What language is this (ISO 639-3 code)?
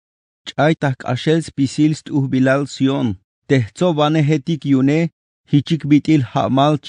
tzh